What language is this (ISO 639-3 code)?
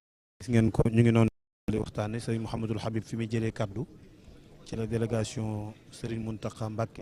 wol